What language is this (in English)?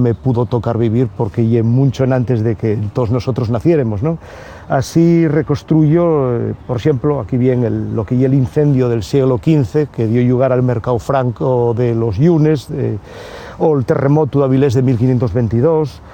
Asturian